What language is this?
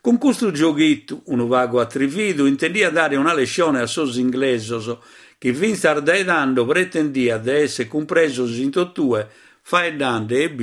Sardinian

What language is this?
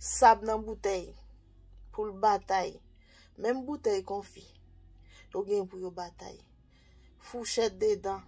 Haitian Creole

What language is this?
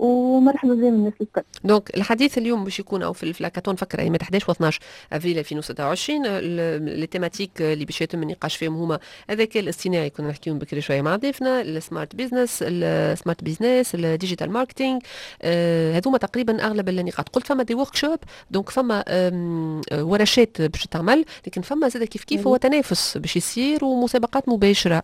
Tunisian Arabic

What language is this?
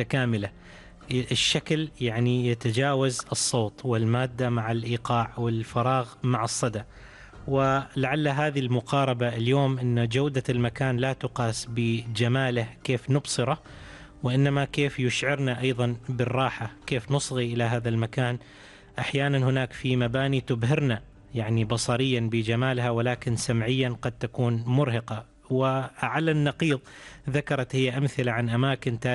Arabic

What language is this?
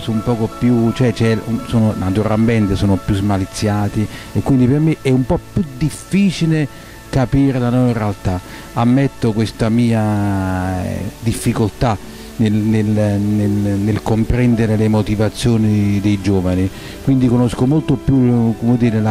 Italian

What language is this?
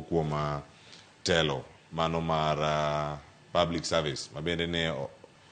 Luo (Kenya and Tanzania)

